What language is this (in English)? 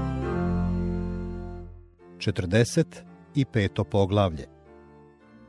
Croatian